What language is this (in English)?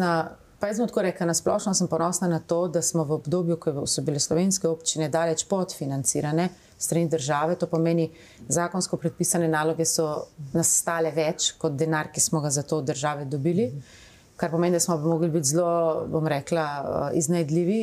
Slovenian